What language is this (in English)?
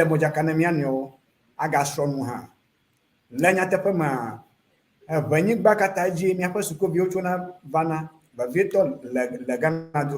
Ewe